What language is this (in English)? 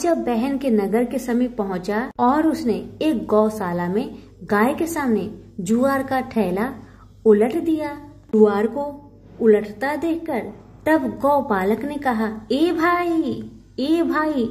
Hindi